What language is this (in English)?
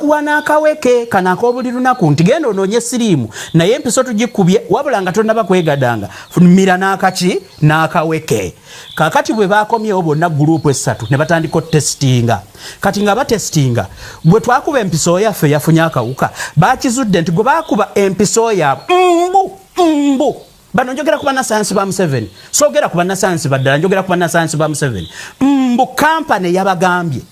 Ganda